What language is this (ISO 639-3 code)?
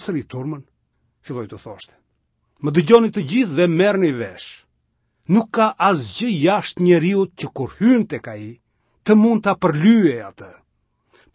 sqi